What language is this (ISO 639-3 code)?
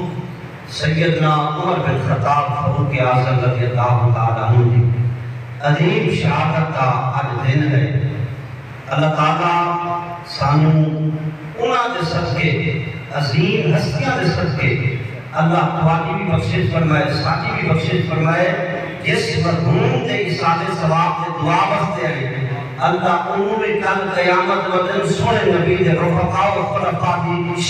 skr